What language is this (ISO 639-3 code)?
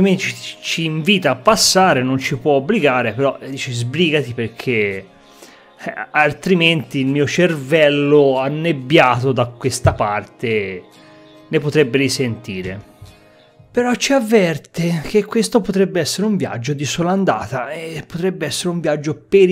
ita